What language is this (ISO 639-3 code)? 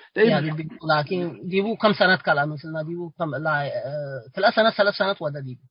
tig